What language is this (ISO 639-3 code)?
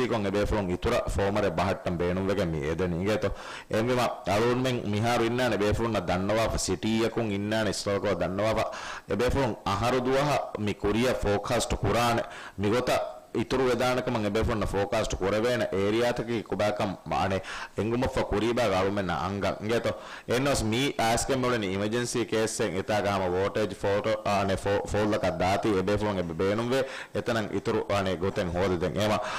div